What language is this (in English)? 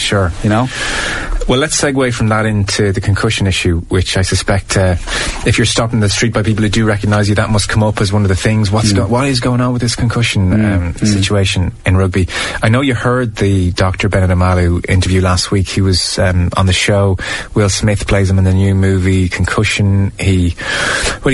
English